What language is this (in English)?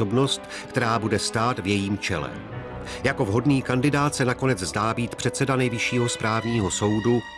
Czech